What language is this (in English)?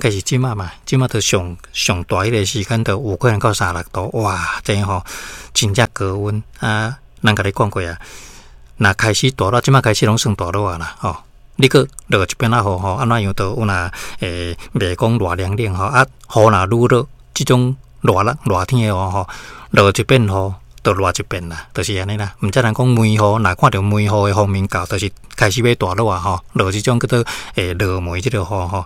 Min Nan Chinese